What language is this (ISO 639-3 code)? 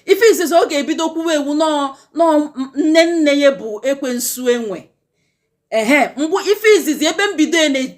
ibo